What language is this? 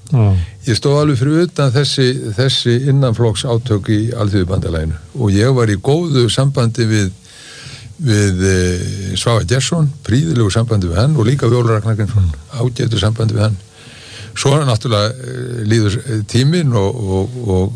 Icelandic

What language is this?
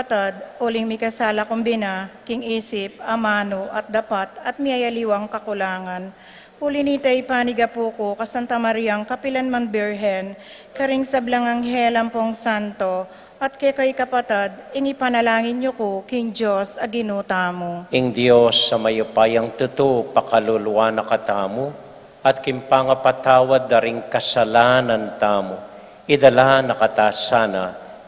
Pampanga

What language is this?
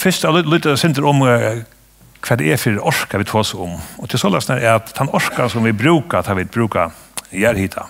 Faroese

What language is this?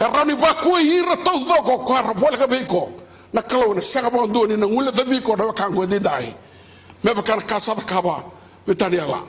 Fijian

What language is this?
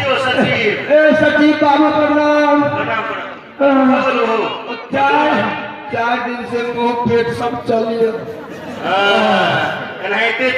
Maithili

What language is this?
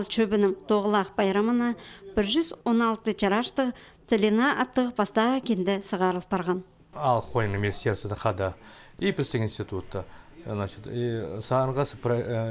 Khakas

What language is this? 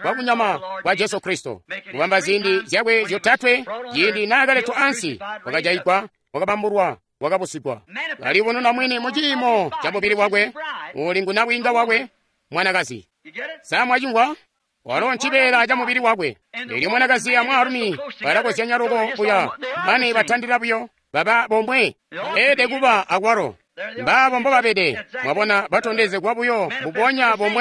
Tonga (Zambia)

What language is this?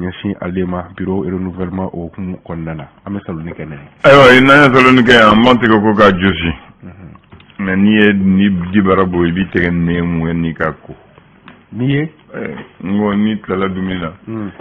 Bambara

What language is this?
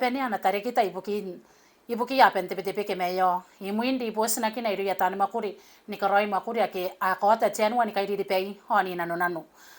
Gilbertese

